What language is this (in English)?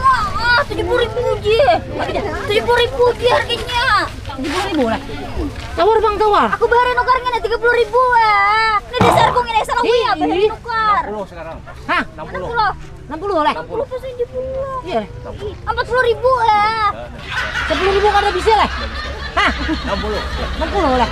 Banjar